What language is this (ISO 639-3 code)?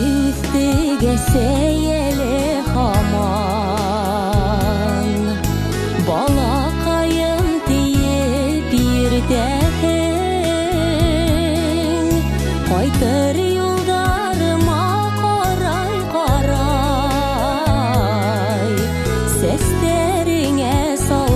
bak